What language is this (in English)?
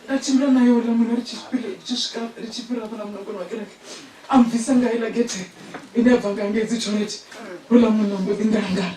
Venda